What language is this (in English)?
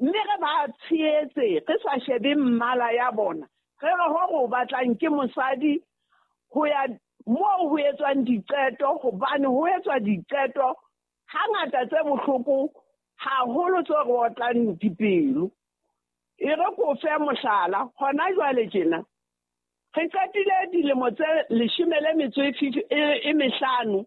Southern Sotho